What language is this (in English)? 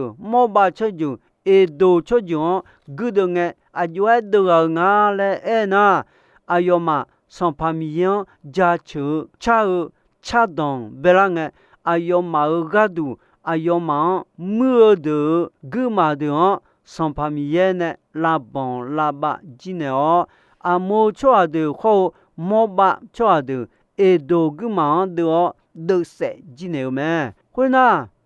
Akha